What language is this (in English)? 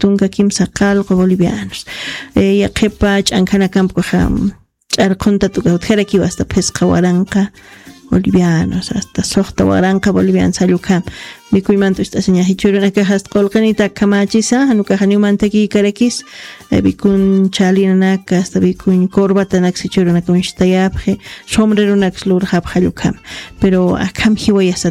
Aymara